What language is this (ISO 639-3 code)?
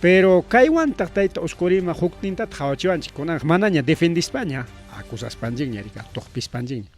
quy